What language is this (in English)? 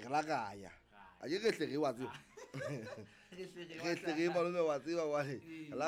Southern Sotho